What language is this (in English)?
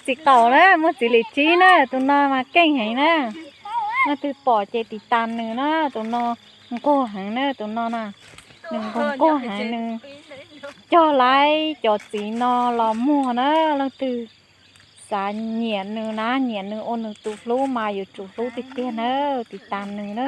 Hmong